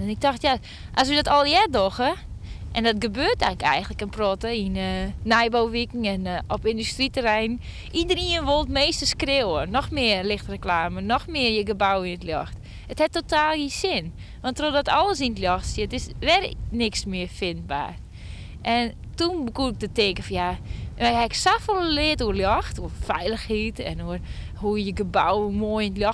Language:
Western Frisian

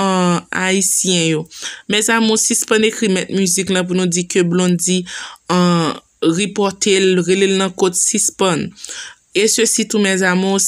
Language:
Haitian Creole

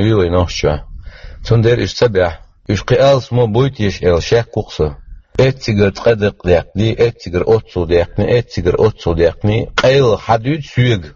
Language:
Chechen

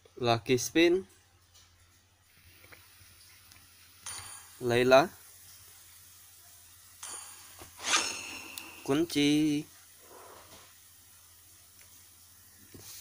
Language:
Indonesian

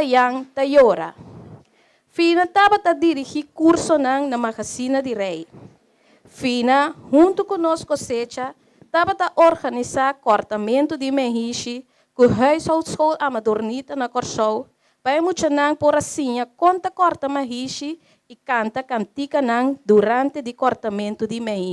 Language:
Papiamento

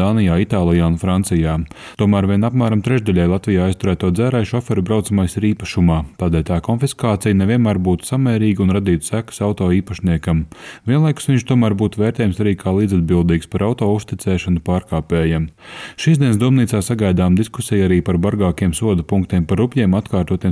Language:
Latvian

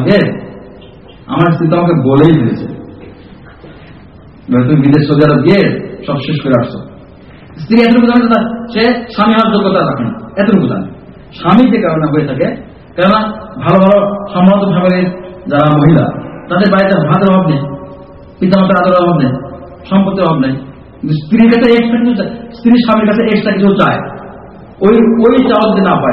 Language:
Bangla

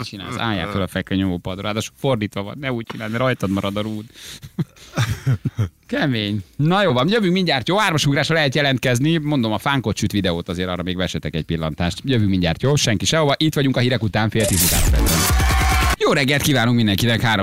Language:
Hungarian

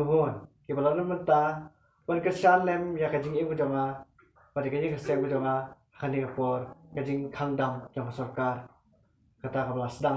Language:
Khasi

